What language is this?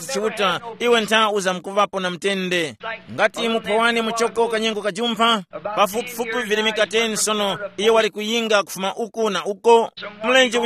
Tumbuka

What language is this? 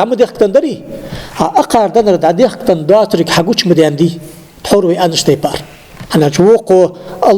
Ingush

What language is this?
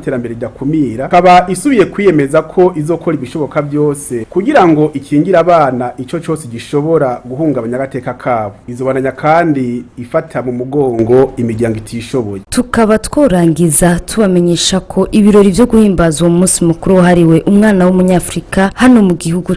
Rundi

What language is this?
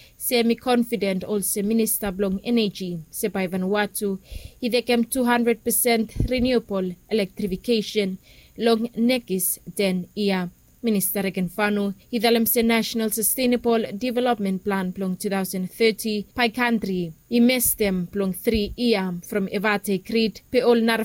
Bislama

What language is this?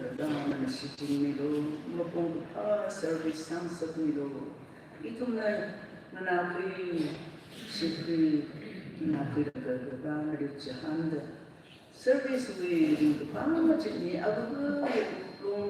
Tangkhul Naga (India)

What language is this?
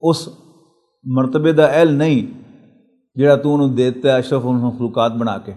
Western Panjabi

